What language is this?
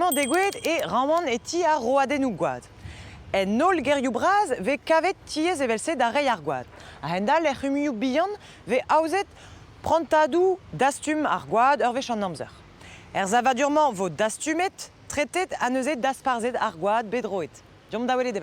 Breton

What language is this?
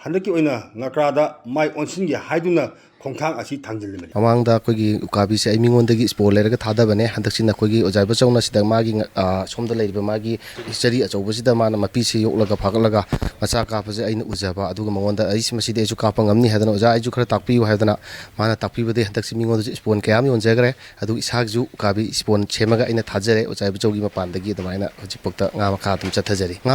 Manipuri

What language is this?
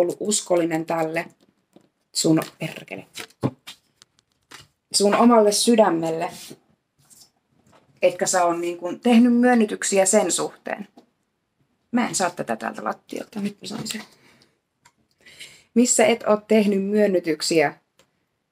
Finnish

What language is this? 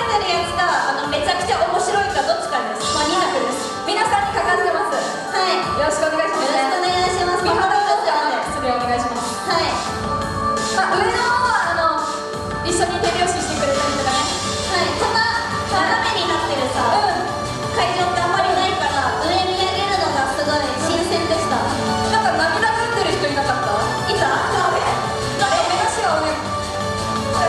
Japanese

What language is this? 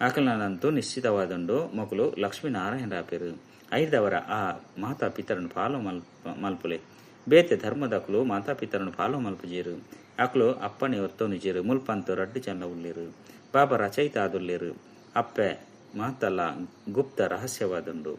Tulu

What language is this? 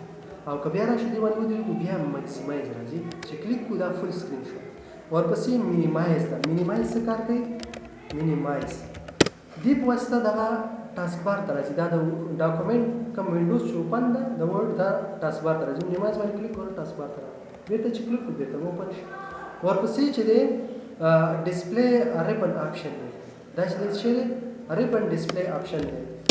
Pashto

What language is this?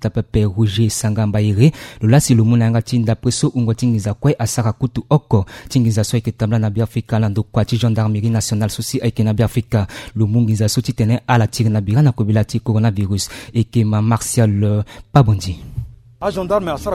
Sango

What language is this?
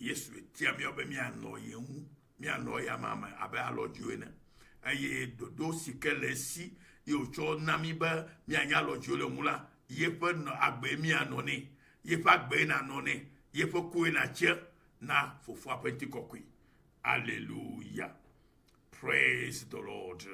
Ewe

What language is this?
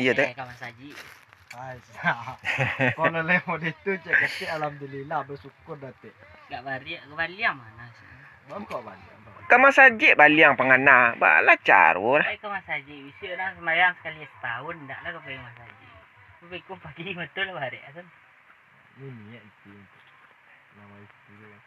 Minangkabau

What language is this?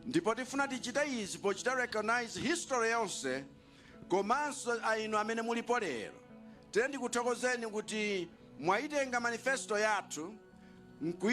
Nyanja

